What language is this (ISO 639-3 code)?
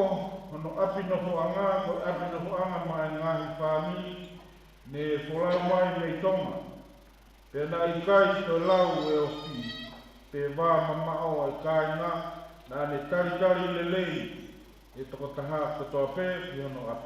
ton